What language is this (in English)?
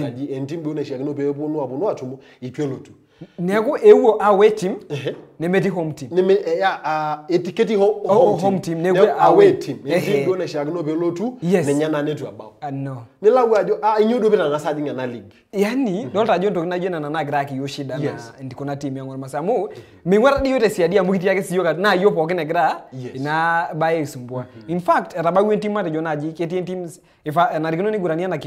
Masai